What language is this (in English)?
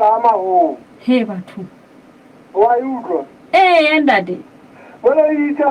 Southern Sotho